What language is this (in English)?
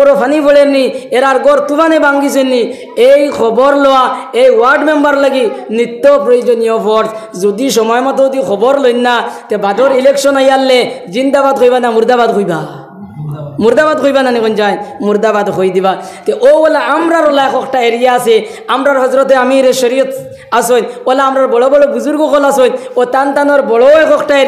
Sylheti